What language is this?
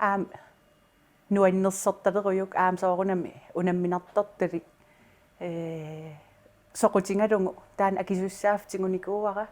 Kalaallisut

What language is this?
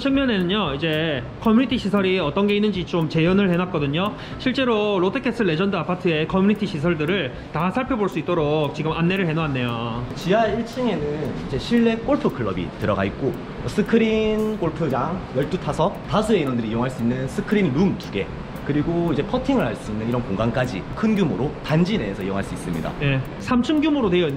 Korean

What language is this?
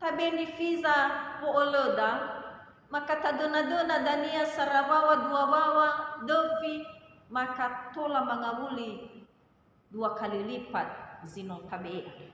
Nias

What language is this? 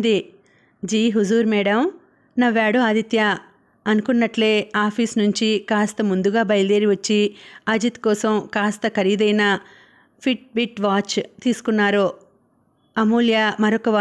Telugu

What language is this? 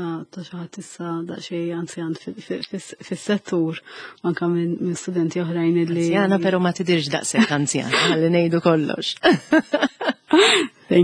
Maltese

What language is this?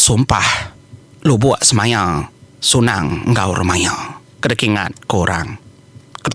Iban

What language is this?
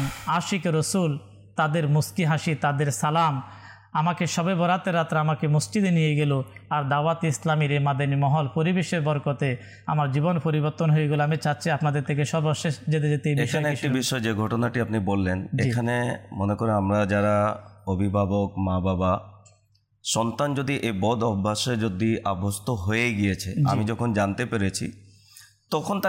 Bangla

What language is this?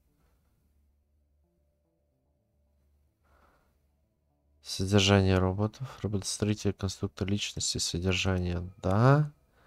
Russian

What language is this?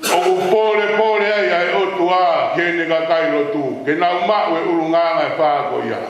Tongan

